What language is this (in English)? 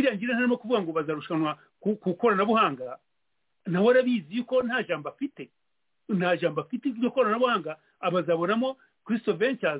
Kinyarwanda